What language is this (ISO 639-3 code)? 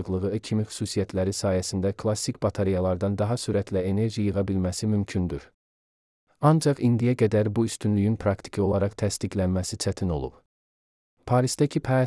aze